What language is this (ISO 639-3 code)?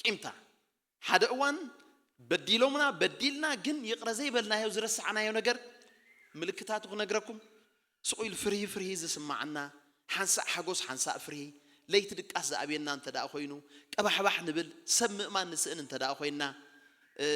tir